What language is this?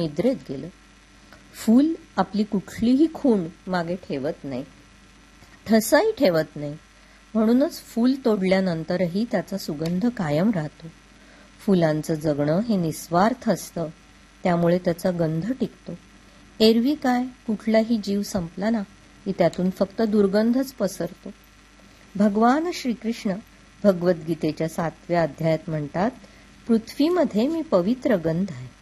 Marathi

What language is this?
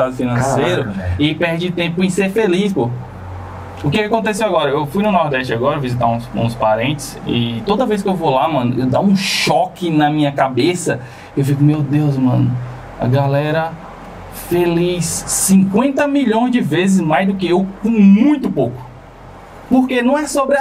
Portuguese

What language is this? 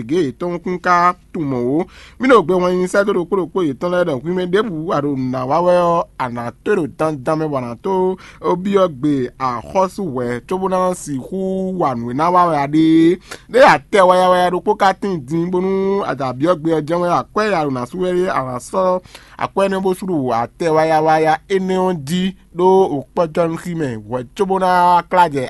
Fon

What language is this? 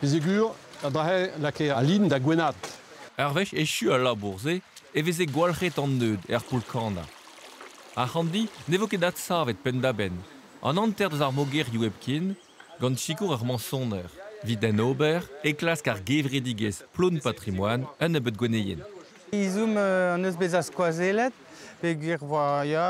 Breton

